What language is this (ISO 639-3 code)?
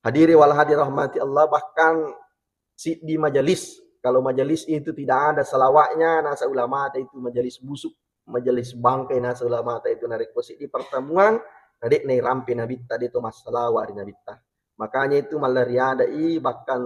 bug